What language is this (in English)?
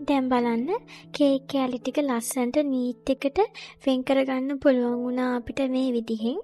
Sinhala